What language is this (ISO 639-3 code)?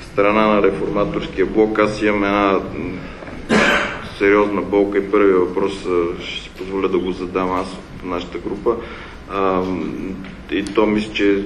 bul